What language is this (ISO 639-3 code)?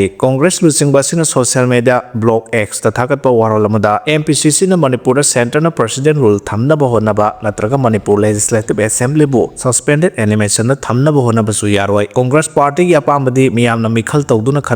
mni